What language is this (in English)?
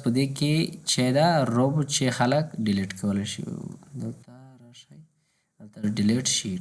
Pashto